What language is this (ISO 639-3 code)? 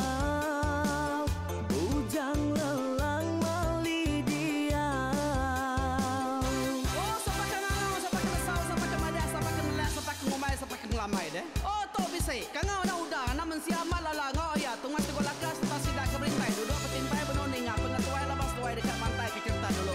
iba